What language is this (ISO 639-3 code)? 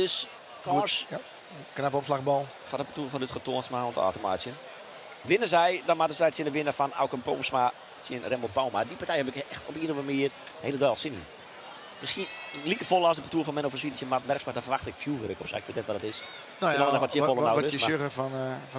fry